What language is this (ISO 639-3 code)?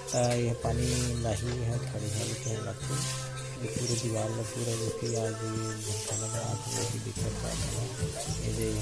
hne